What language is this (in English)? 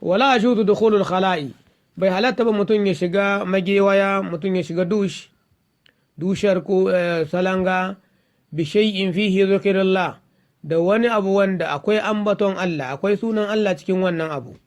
Hausa